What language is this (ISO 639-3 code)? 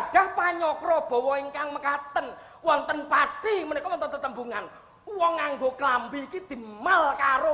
jav